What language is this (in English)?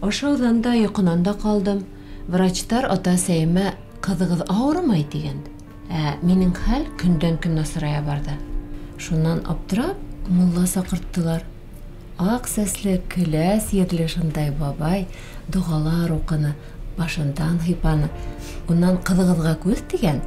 Bashkir